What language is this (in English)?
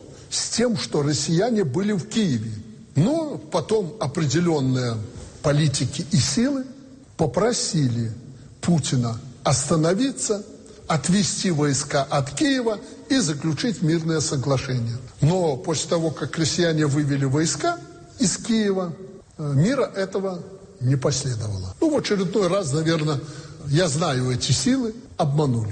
Russian